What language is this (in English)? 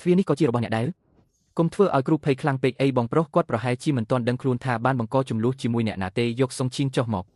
Khmer